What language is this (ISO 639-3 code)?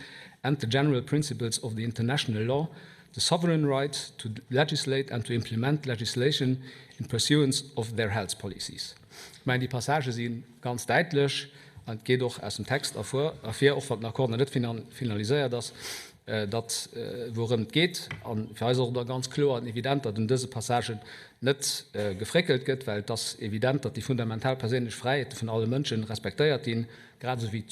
ltz